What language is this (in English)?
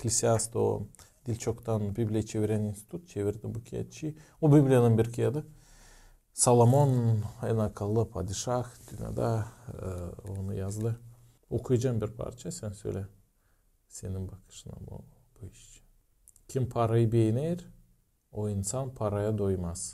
Gagauz